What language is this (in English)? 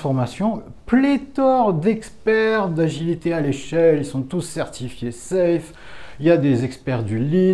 French